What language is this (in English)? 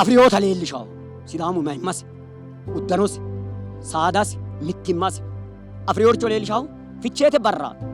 Sidamo